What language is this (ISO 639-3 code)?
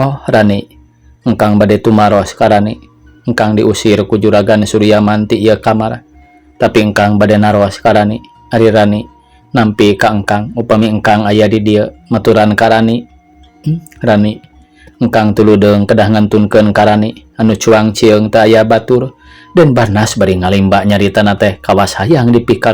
sun